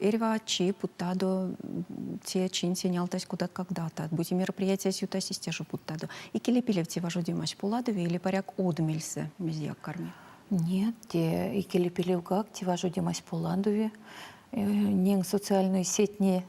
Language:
Erzya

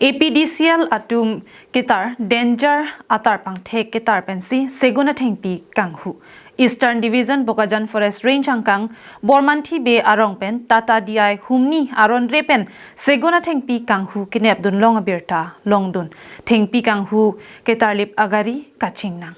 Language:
Karbi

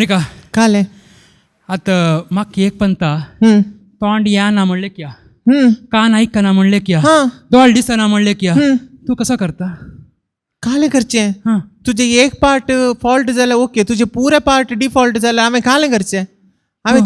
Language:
Konkani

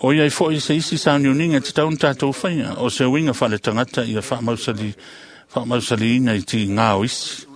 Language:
Samoan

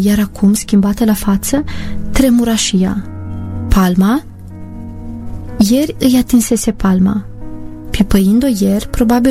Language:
Romanian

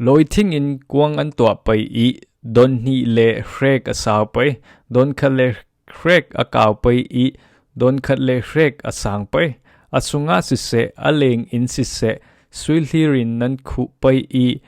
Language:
Falam Chin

